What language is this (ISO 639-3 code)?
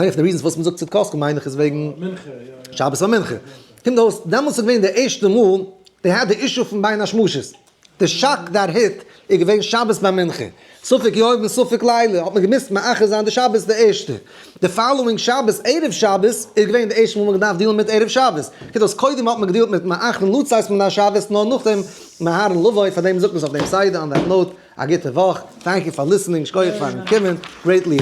yid